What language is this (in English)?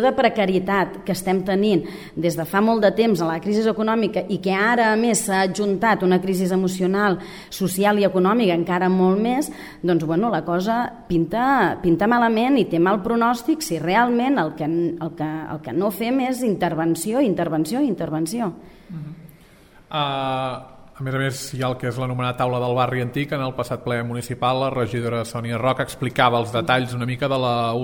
Catalan